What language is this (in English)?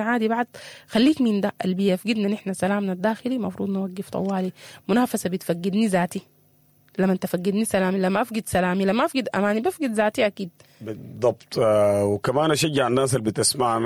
Sudanese Arabic